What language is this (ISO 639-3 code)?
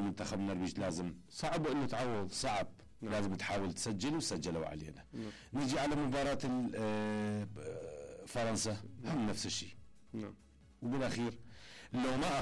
acm